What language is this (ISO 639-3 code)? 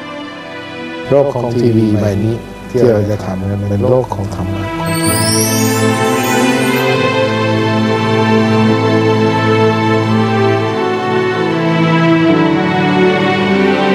tha